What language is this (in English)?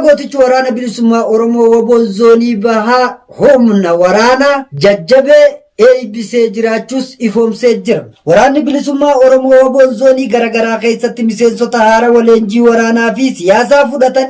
Oromo